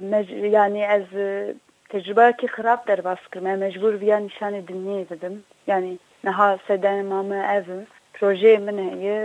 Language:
Kurdish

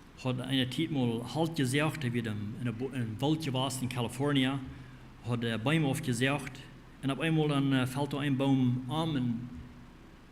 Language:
Plautdietsch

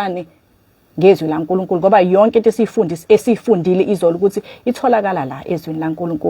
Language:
Zulu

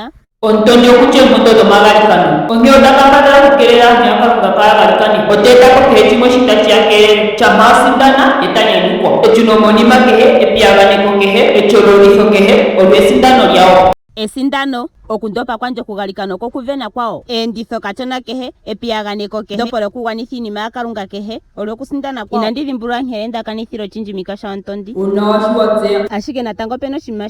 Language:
Ndonga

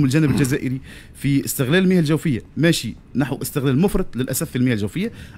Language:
Tunisian Arabic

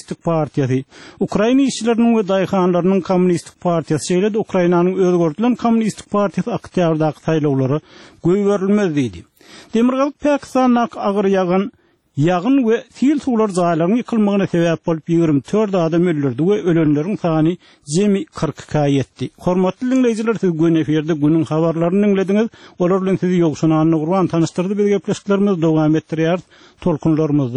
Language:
Turkmen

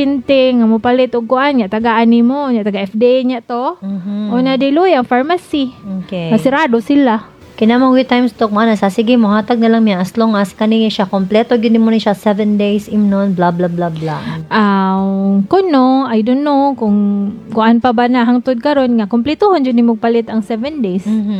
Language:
Cebuano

